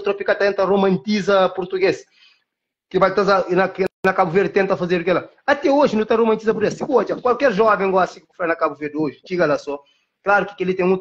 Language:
Kabuverdianu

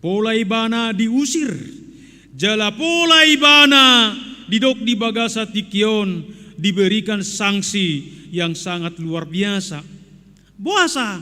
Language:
Batak Toba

